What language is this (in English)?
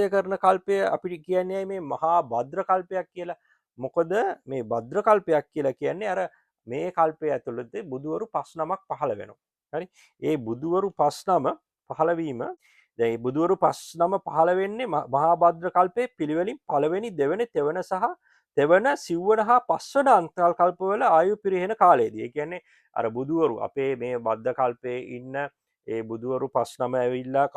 Sinhala